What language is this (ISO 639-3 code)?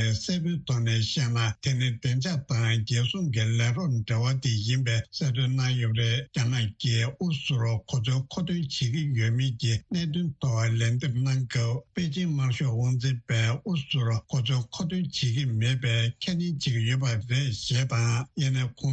bod